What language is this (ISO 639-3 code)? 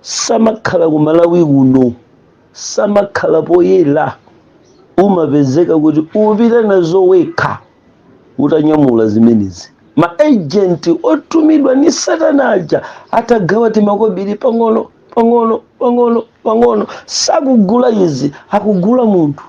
nya